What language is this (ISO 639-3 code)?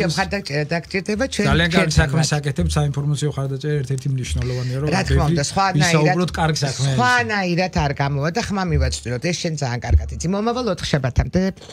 kat